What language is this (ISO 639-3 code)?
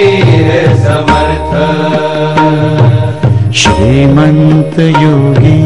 mar